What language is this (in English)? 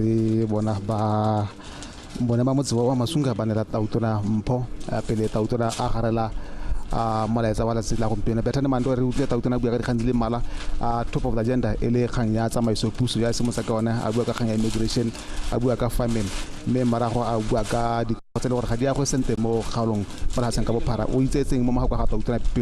Tswana